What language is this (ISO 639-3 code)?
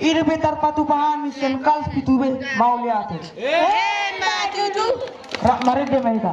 bbc